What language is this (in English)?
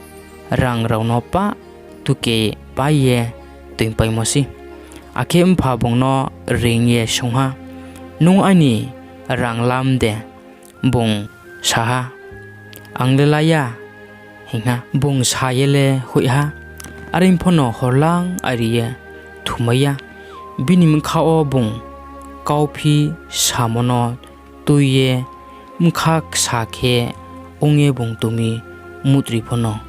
Riang (India)